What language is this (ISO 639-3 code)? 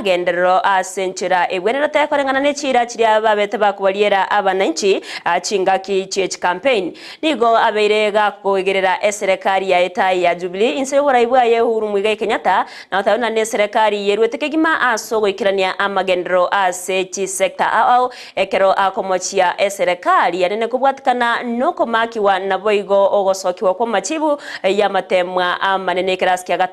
guz